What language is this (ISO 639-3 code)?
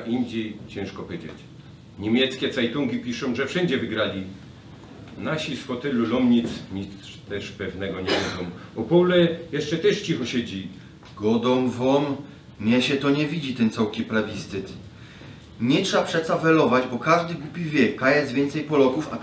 szl